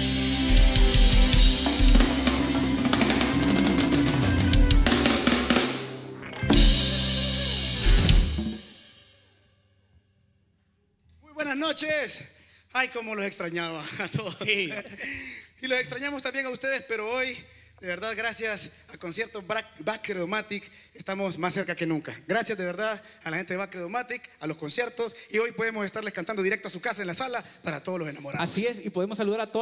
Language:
Spanish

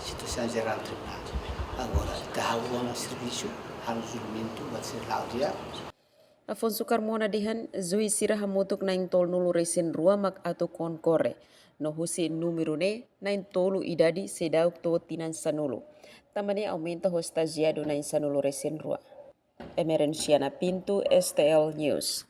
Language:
Tetum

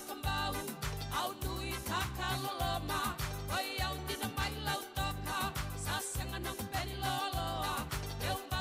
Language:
Fijian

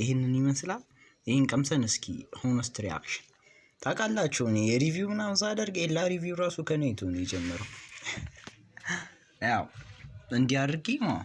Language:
Amharic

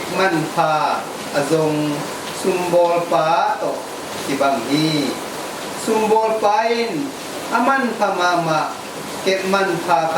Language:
Tedim Chin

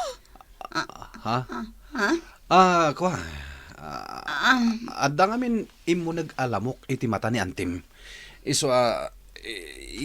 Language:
Iloko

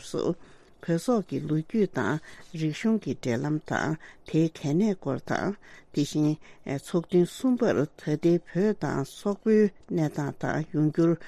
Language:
Tibetan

